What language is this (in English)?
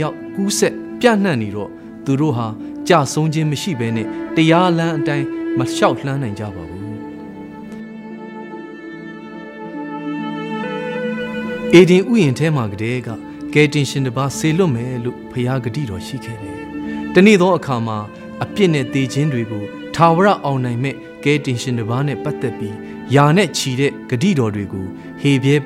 Burmese